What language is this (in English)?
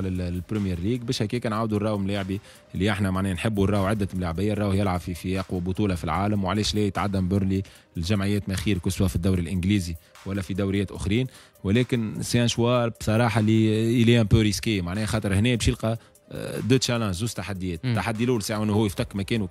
Tunisian Arabic